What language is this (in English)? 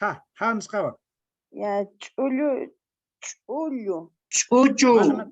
Quechua